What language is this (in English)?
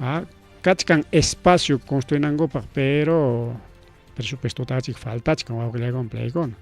Ayacucho Quechua